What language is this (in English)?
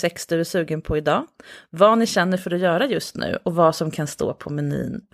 Swedish